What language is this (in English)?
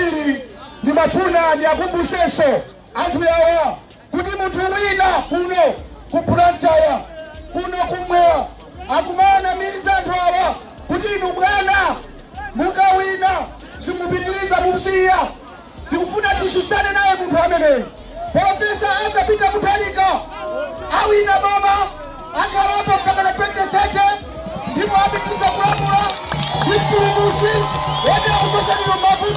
Nyanja